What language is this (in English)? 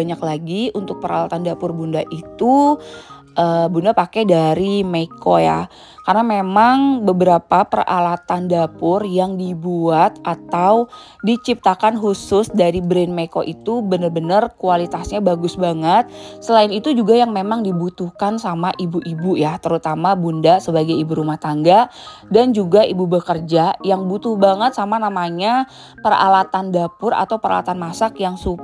Indonesian